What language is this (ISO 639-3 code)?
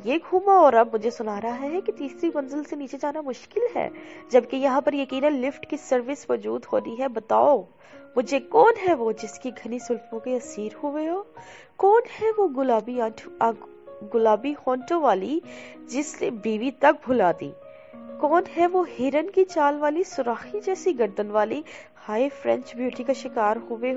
urd